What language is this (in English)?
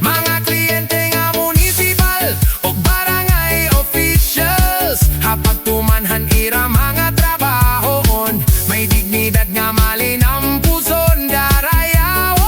Waray